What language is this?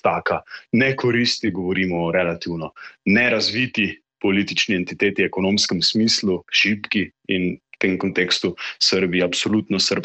Slovenian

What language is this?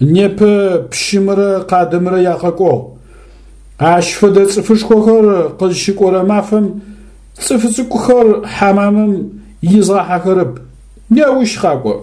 Adyghe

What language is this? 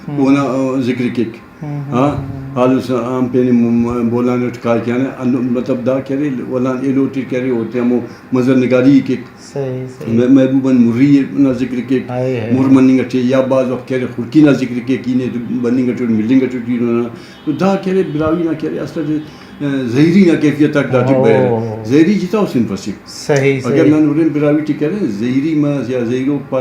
Brahui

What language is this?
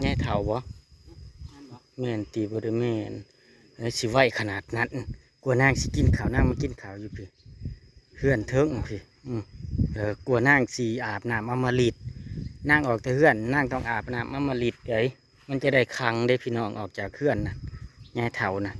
Northeastern Thai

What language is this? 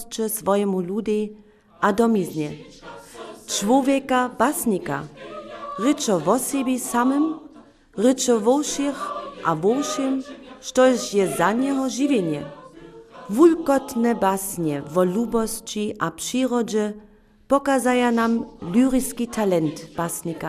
Upper Sorbian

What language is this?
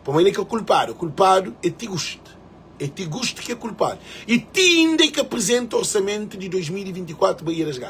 Kabuverdianu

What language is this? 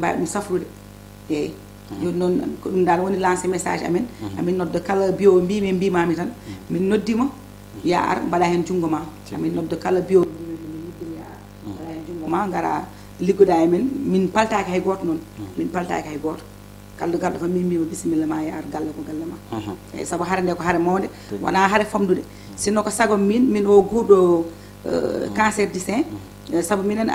Fula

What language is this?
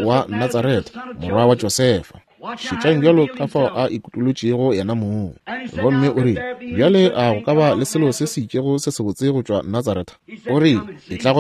Northern Sotho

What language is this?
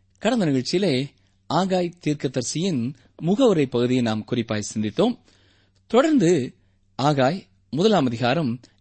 Tamil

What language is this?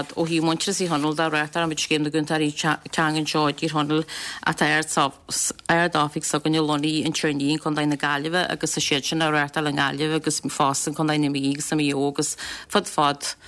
Irish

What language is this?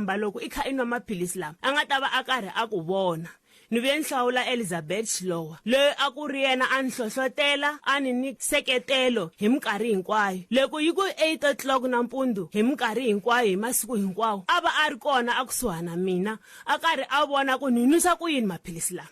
Tsonga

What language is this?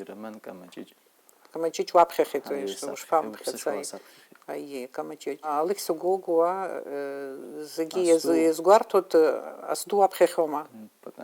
Abkhazian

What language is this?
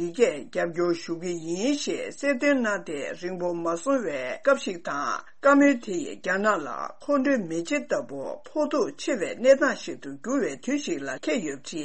Tibetan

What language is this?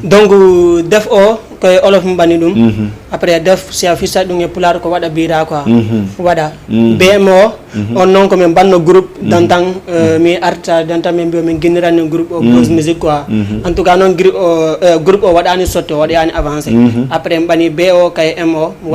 Fula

